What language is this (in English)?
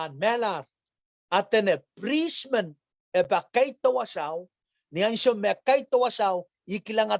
Pohnpeian